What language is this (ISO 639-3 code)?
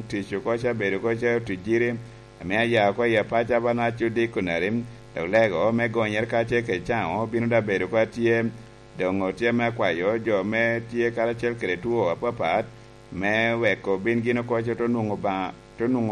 laj